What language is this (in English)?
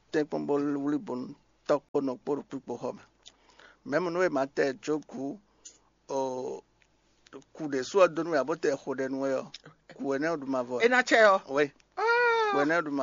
Fon